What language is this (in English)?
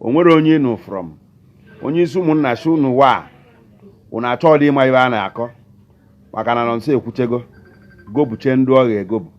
Igbo